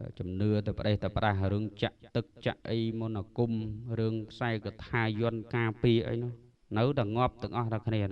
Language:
Khmer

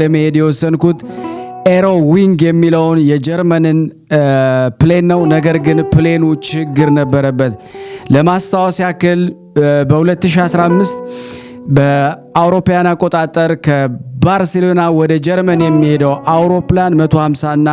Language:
Amharic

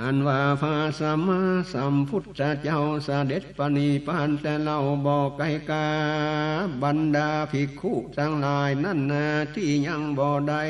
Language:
Northern Thai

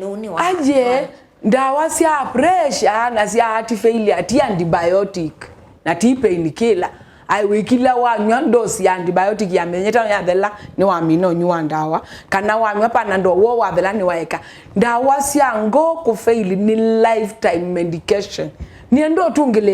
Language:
Kamba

